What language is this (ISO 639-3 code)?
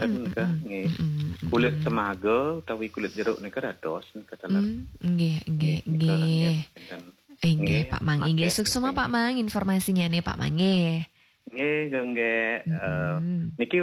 ban